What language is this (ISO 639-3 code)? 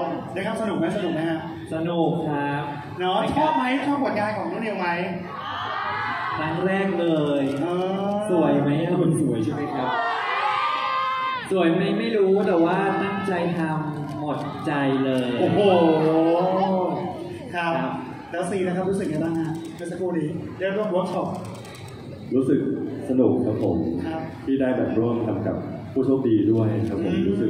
tha